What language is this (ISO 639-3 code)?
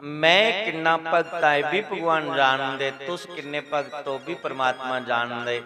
doi